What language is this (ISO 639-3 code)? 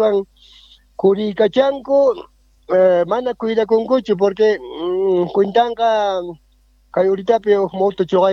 quh